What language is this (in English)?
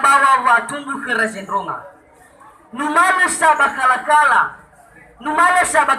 Nias